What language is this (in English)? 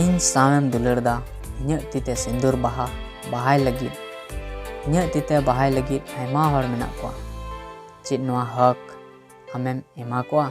Santali